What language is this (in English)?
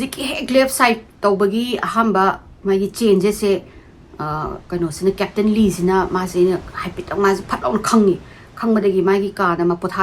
Manipuri